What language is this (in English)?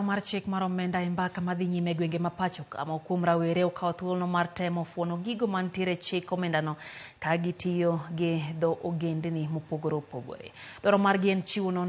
Luo (Kenya and Tanzania)